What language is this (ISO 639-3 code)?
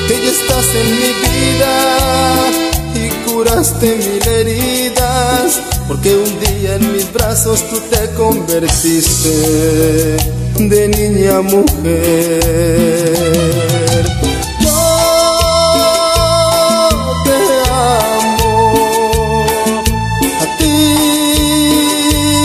spa